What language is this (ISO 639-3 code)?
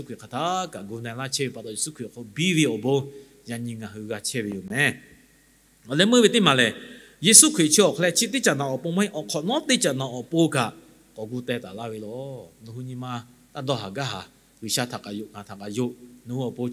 lhu